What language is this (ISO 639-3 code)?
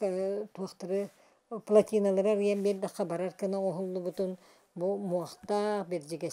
sah